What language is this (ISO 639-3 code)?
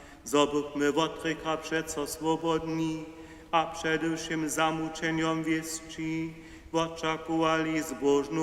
hsb